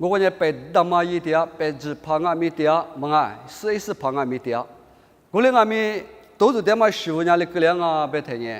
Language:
Lisu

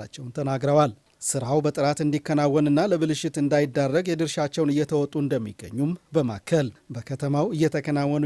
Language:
Amharic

